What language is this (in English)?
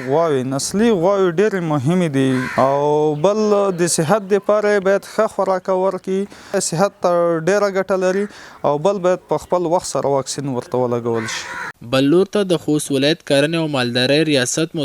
Pashto